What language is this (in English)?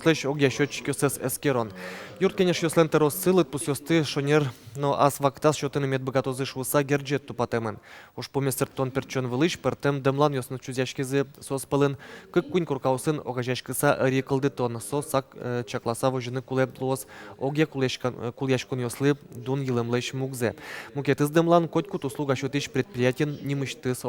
Udmurt